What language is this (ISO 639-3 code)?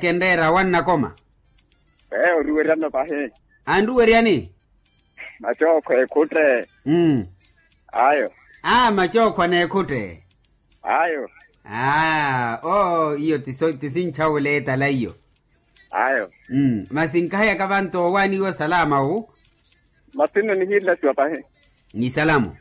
vmw